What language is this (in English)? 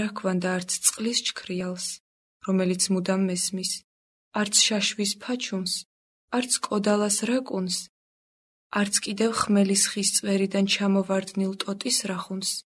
Georgian